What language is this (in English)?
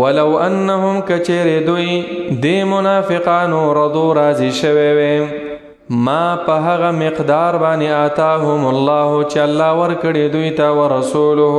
Pashto